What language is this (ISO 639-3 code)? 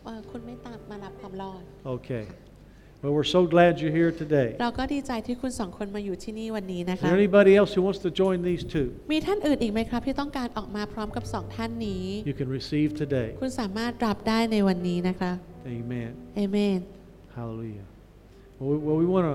tha